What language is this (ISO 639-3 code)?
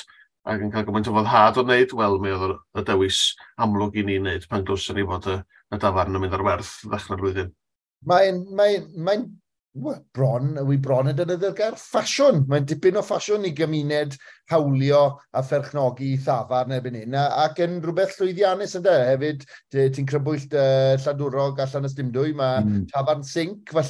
cym